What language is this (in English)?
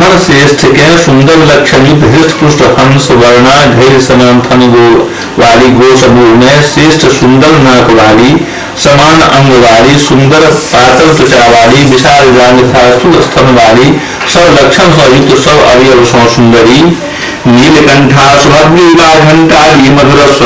Maithili